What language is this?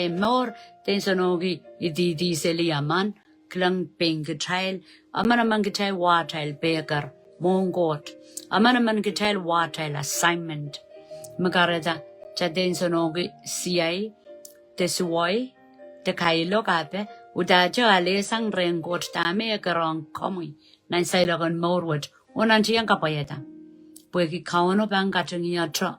Pohnpeian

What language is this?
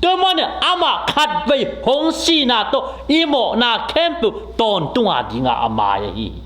Tedim Chin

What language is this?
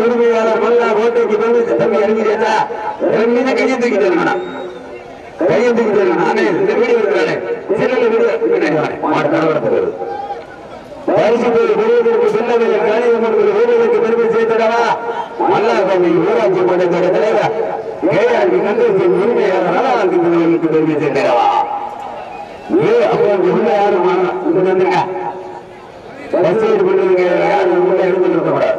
Tamil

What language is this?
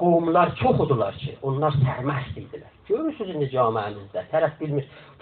South Azerbaijani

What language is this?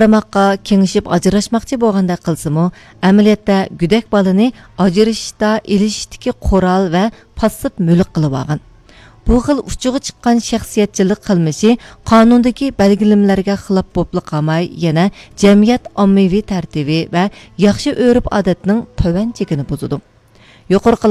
Uyghur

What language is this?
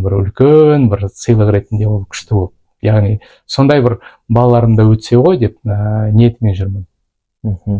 Kazakh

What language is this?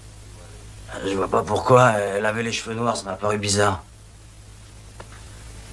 French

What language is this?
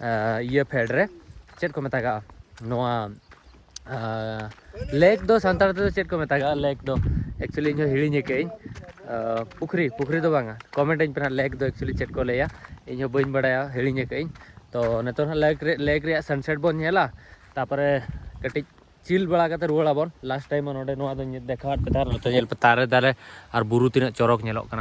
Santali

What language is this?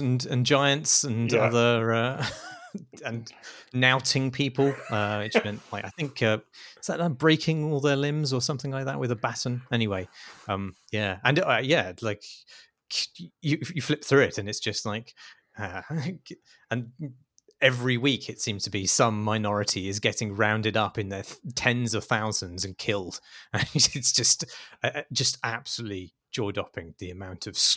English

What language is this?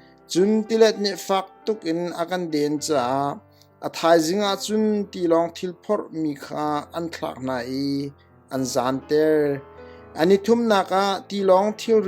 Hakha Chin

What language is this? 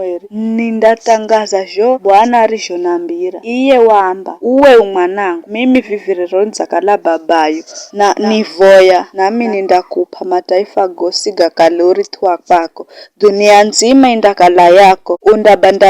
Giryama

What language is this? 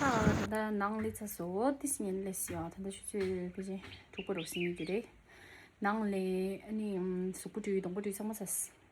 Tibetan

